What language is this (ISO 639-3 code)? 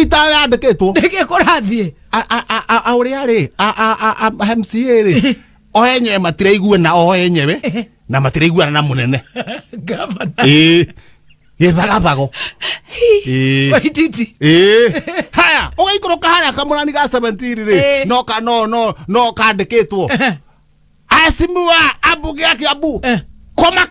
kik